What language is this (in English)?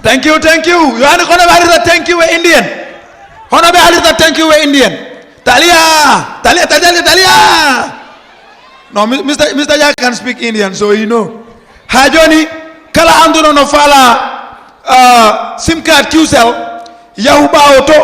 Fula